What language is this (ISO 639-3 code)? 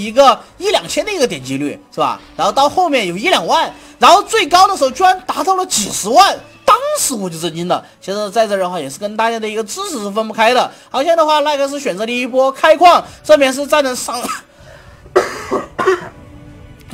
zho